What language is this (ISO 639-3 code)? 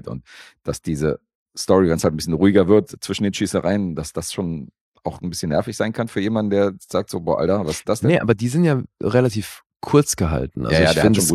deu